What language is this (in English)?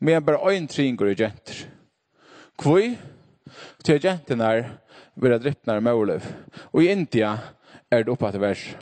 Faroese